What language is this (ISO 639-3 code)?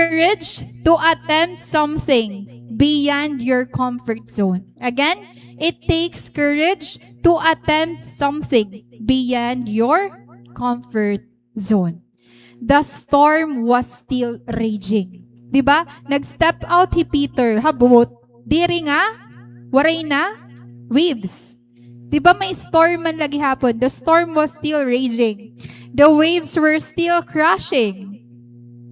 war